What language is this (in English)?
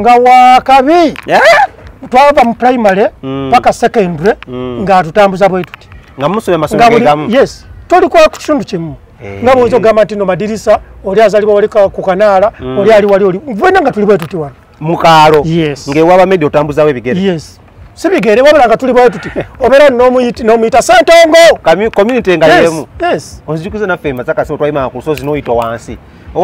Ganda